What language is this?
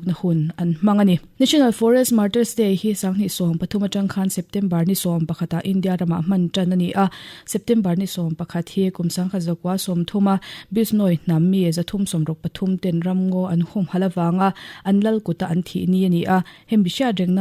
Mizo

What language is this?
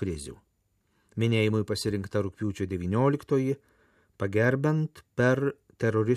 Lithuanian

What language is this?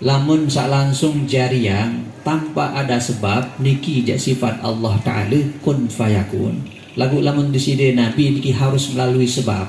Sasak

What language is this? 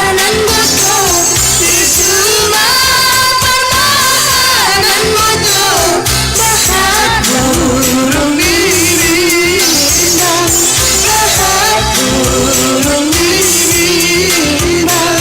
Batak Simalungun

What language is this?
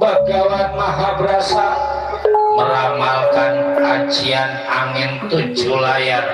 Betawi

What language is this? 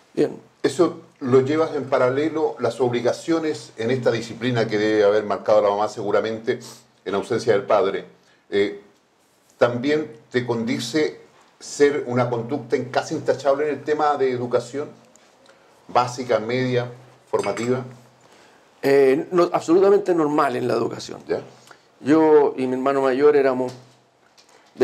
Spanish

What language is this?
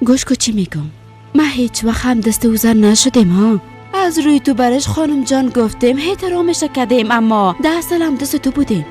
Persian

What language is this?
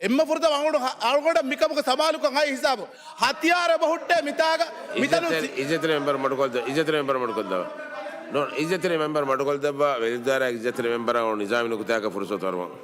Divehi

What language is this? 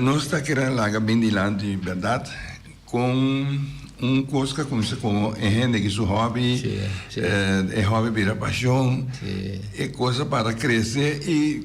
Papiamento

